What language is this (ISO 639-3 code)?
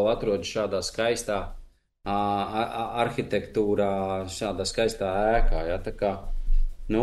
lav